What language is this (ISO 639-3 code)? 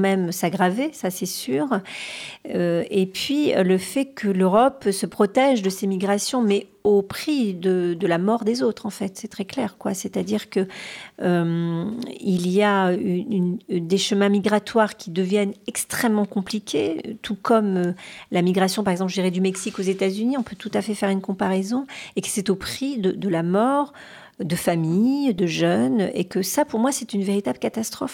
fra